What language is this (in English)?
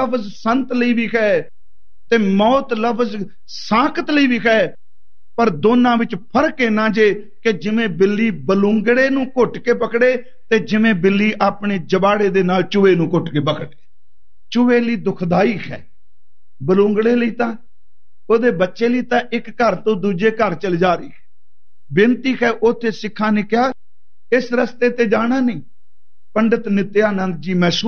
Punjabi